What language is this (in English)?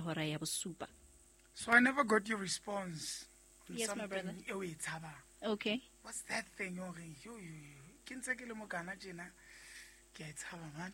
Southern Sotho